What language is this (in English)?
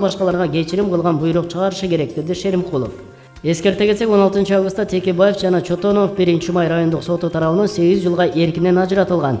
Kyrgyz